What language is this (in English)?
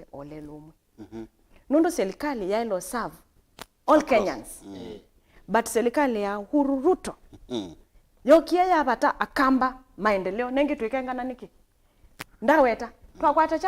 Kamba